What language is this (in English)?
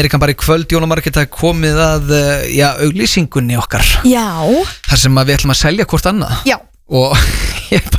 Icelandic